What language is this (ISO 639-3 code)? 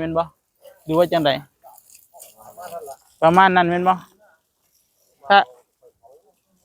tts